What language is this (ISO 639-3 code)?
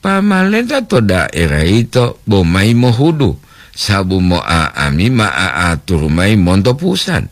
gor